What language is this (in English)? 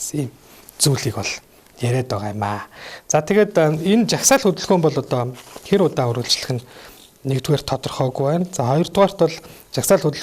Mongolian